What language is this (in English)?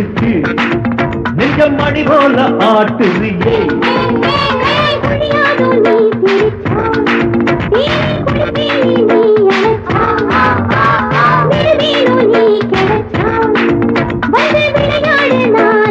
Tamil